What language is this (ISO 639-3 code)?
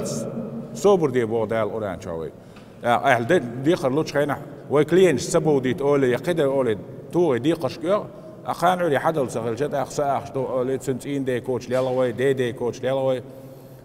che